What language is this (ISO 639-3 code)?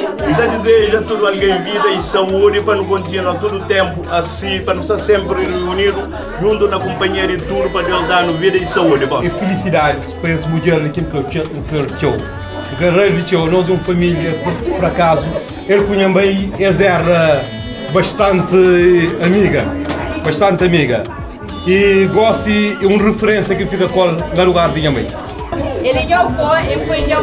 kea